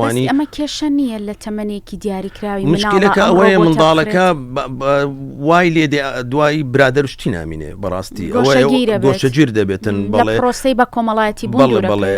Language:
Central Kurdish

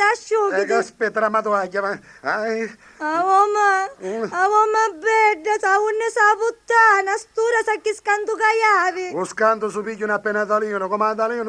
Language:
Sicilian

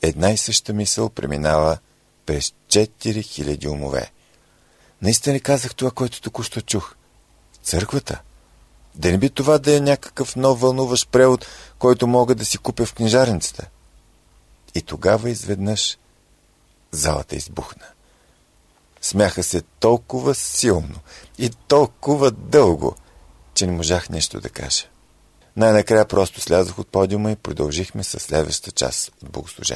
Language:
Bulgarian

